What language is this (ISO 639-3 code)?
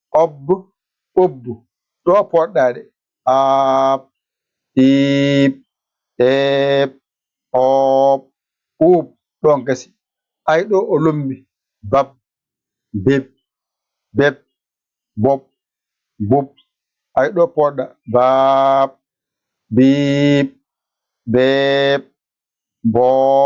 ful